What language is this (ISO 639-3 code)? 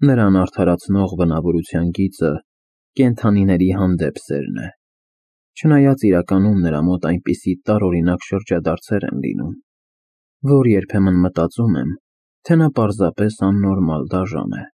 hye